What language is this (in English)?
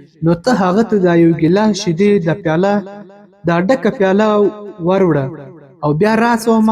Pashto